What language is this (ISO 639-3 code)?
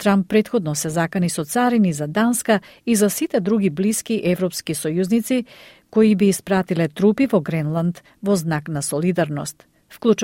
mkd